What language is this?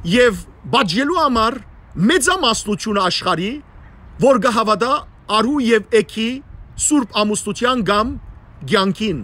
Western Armenian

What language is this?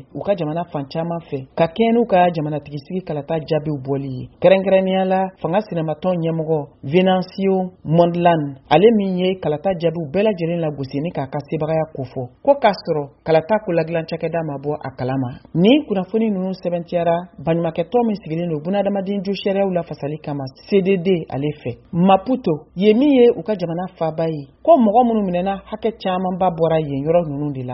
Bambara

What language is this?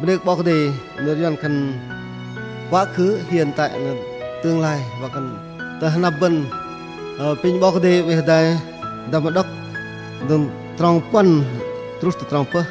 Bahnar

